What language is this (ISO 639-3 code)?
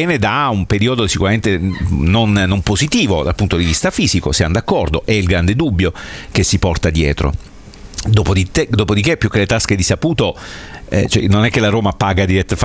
ita